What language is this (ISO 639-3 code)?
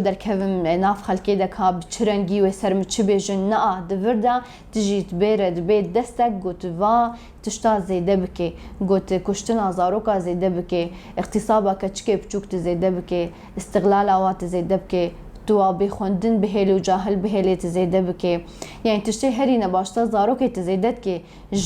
kur